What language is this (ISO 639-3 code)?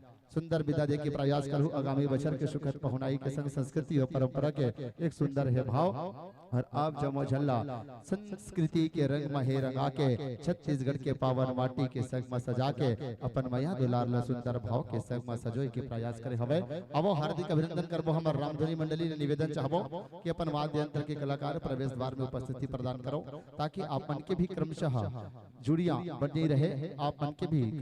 hne